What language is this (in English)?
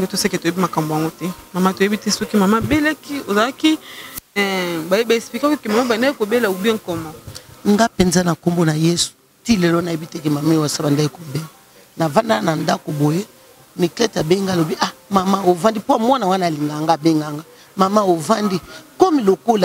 Lingala